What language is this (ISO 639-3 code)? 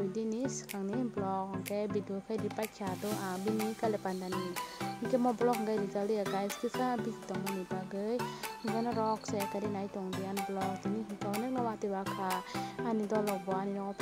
trp